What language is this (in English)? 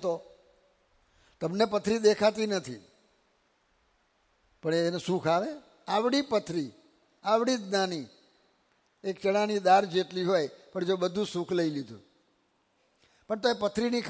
Gujarati